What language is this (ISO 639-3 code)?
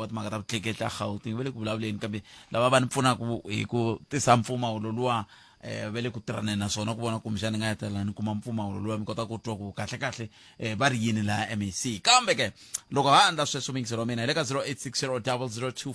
tso